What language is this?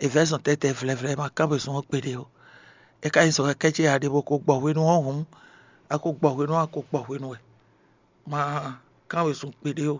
Fon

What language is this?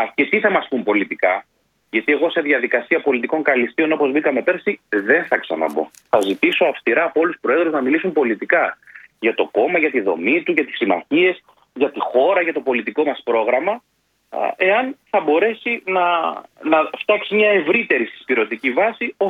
Greek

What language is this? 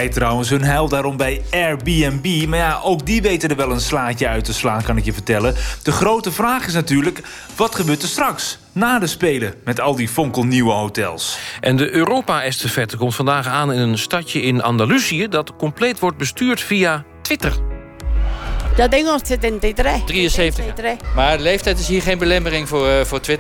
Dutch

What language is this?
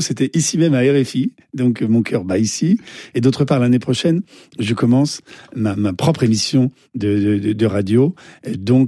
French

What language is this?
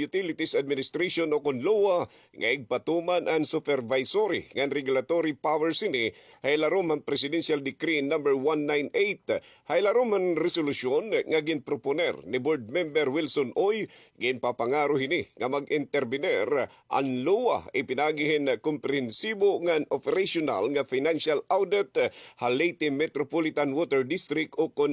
Waray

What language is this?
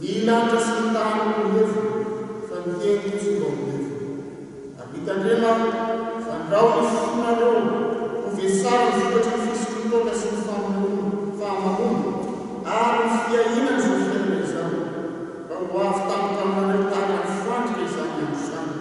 Malagasy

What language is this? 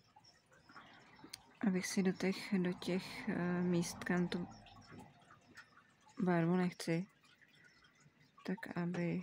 Czech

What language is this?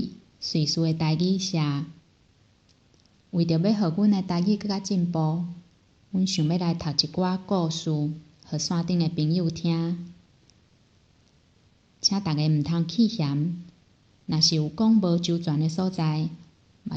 Min Nan Chinese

